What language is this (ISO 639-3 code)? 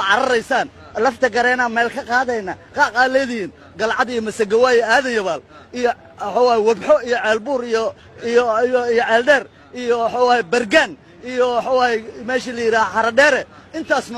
som